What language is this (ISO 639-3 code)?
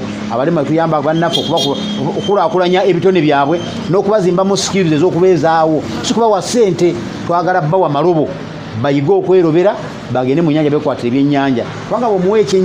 lug